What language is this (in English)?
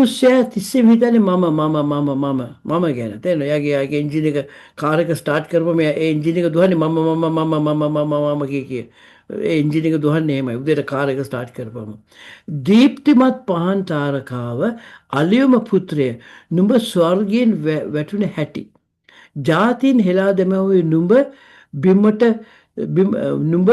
Sinhala